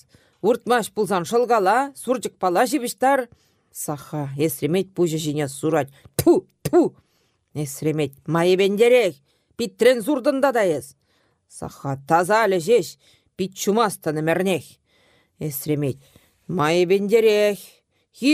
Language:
Chuvash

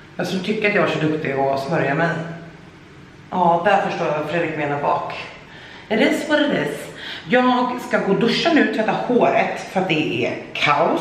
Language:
Swedish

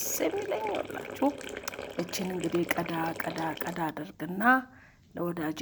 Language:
Amharic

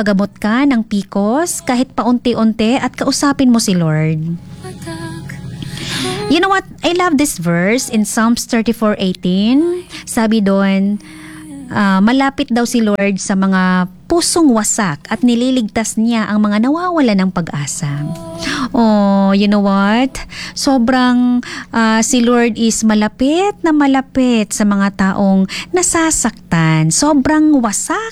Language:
Filipino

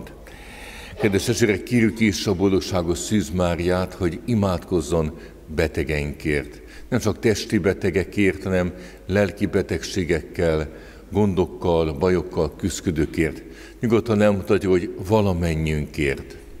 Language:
Hungarian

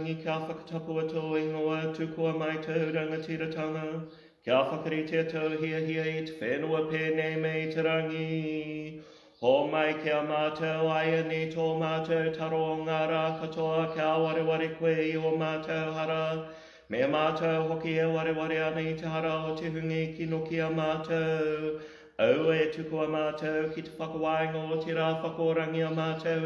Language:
Māori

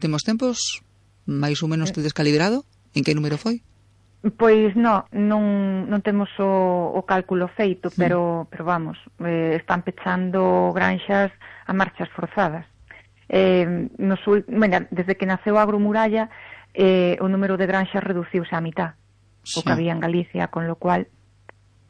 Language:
Galician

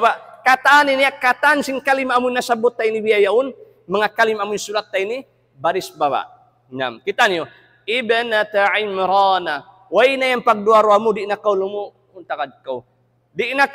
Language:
Tausug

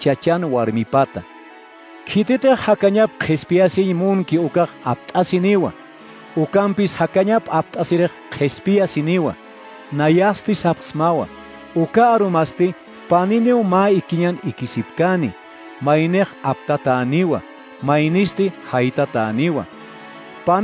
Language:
Aymara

